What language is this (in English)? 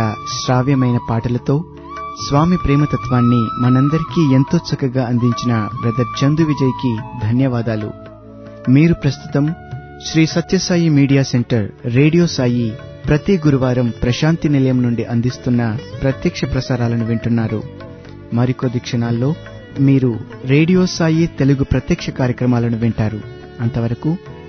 Telugu